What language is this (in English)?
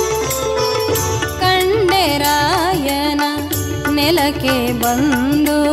Kannada